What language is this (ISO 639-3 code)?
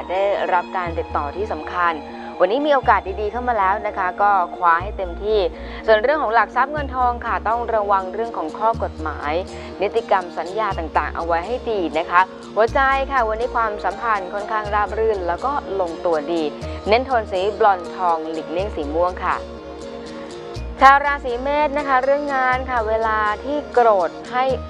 tha